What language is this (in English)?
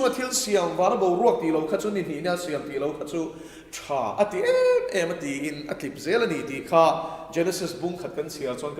Mizo